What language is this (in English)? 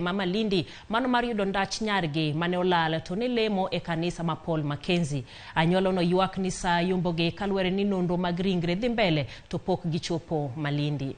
Luo (Kenya and Tanzania)